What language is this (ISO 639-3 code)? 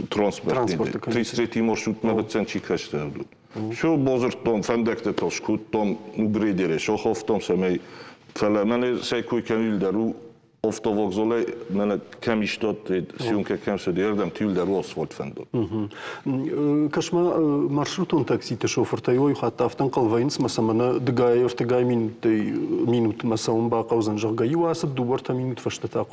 oss